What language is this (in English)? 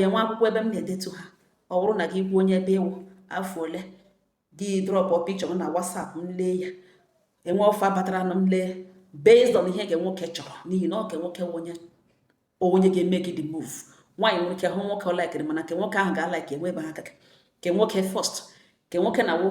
Igbo